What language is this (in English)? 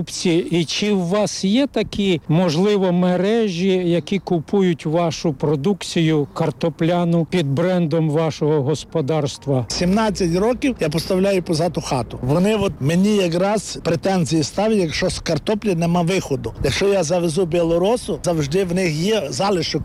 Ukrainian